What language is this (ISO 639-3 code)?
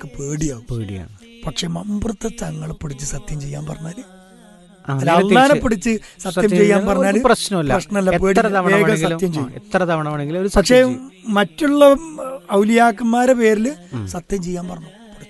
mal